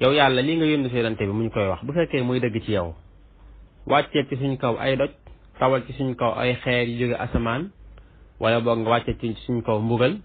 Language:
Wolof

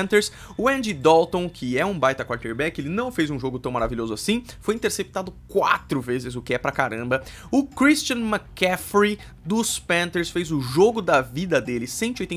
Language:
Portuguese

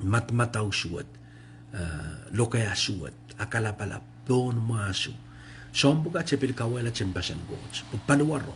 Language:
Pohnpeian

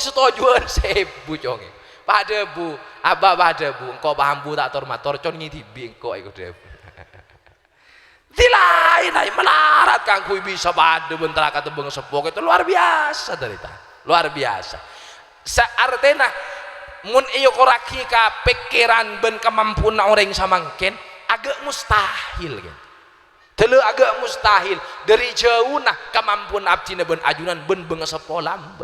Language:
Madurese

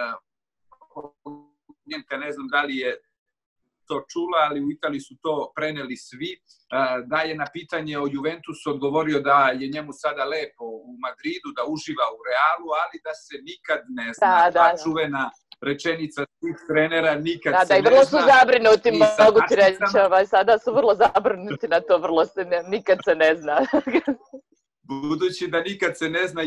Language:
Serbian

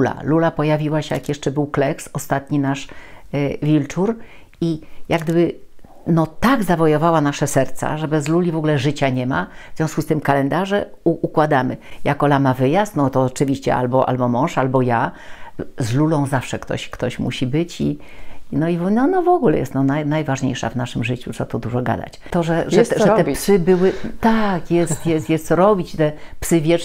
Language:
Polish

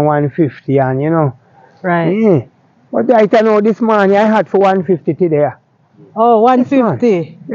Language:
Jamaican Creole English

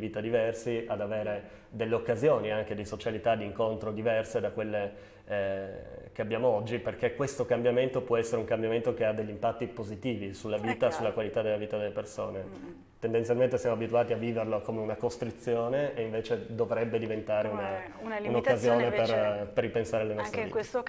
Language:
Italian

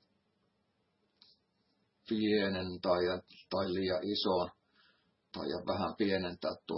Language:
Finnish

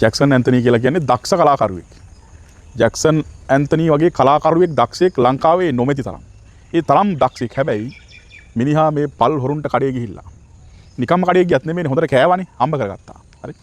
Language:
Sinhala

